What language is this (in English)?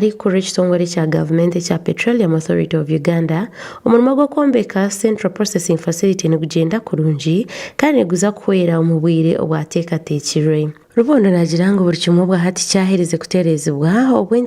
Nyankole